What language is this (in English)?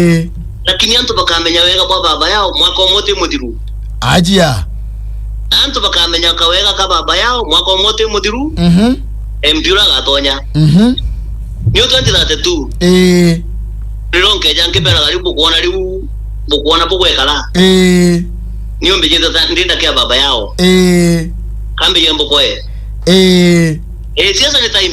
Meru